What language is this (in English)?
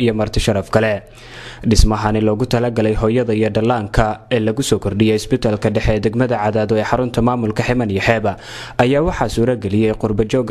Somali